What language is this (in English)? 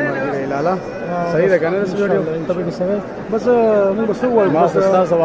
Pashto